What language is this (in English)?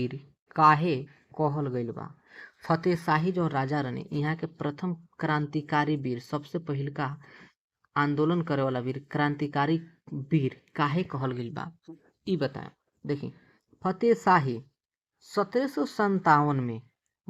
Bhojpuri